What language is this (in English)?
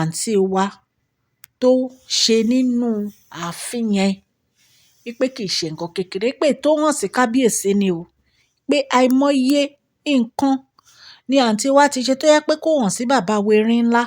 Yoruba